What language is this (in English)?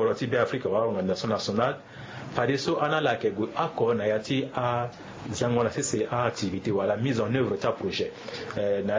Sango